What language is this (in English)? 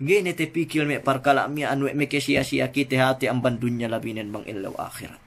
Yakan